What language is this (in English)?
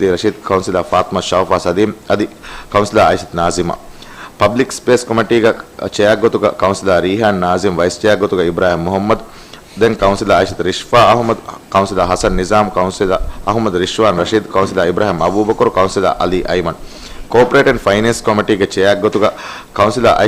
Divehi